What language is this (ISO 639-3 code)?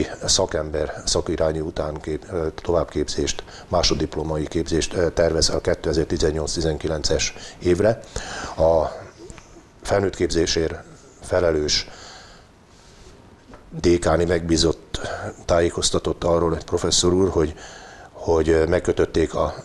hun